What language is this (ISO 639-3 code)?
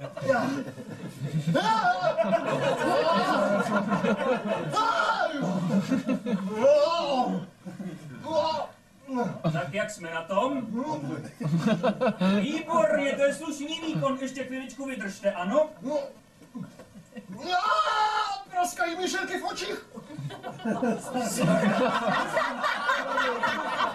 ces